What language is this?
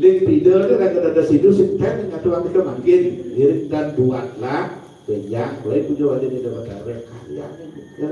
Balinese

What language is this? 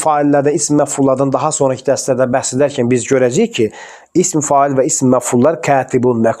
Azerbaijani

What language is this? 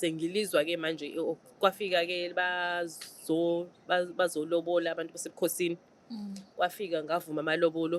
Zulu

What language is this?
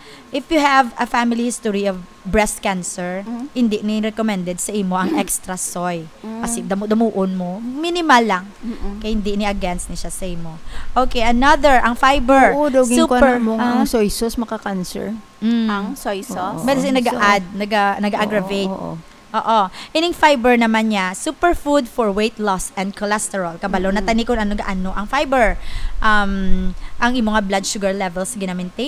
Hiligaynon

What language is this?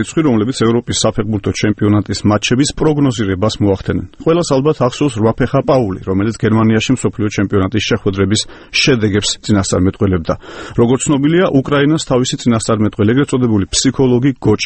Georgian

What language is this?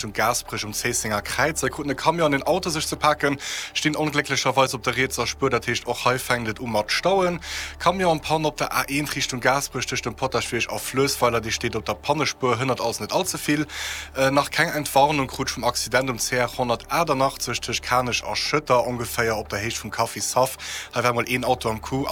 Luxembourgish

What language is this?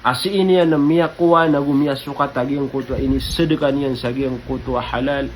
Maranao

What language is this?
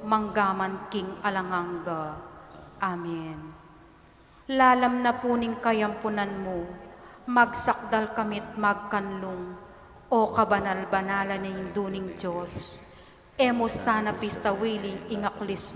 Pampanga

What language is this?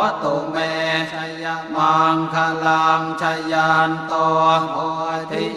Pali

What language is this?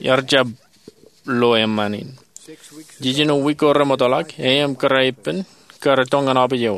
Marshallese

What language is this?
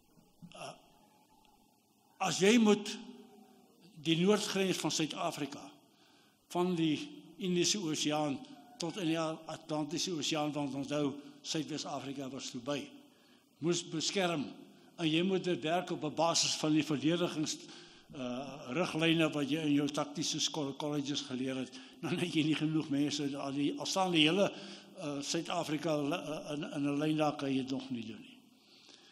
Afrikaans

